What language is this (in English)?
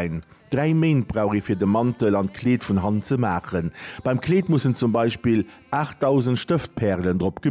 Luxembourgish